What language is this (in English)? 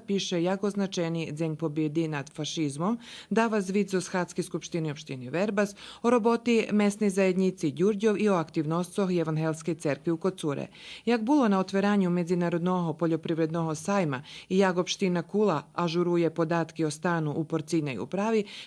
Rusyn